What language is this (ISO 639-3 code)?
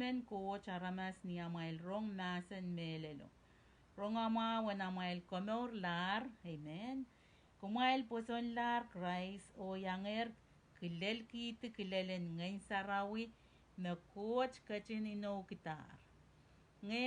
pon